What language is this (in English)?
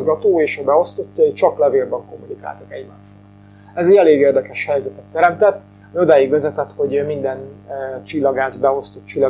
Hungarian